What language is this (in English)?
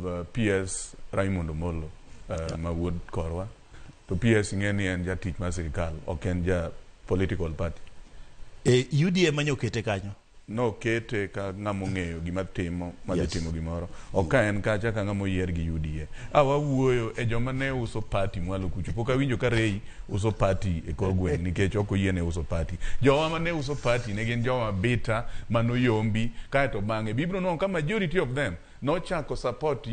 Luo (Kenya and Tanzania)